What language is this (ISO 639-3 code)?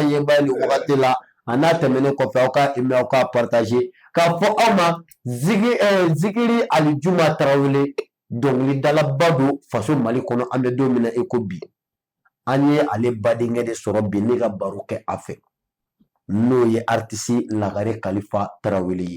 bam